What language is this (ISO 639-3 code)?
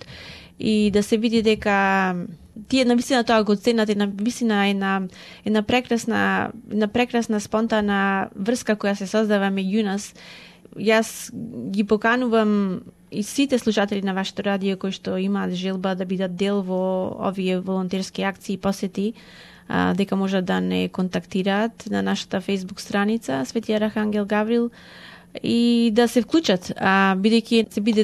mkd